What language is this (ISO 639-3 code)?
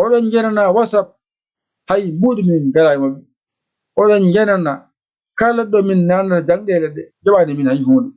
ful